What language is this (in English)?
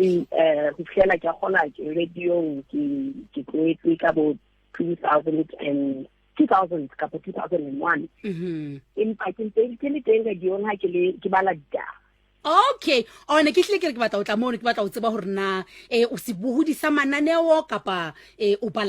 Southern Sotho